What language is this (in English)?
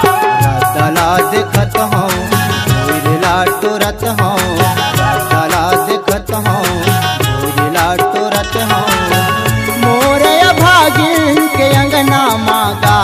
Chhattisgarhi